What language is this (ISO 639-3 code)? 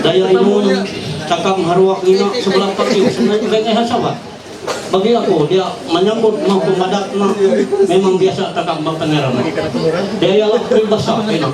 mhy